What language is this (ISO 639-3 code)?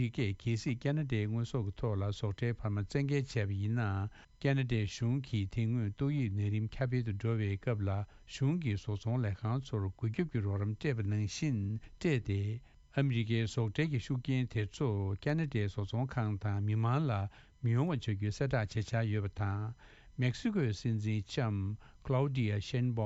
bod